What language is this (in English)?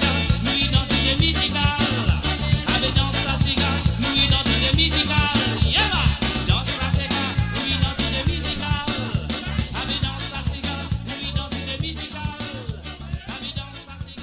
Morisyen